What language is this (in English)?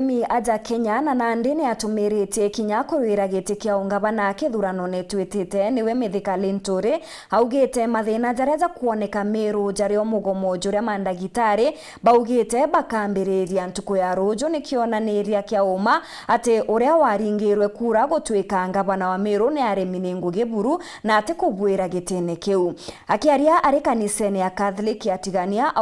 Meru